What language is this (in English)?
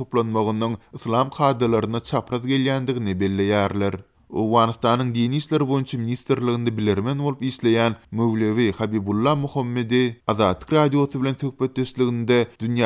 Turkmen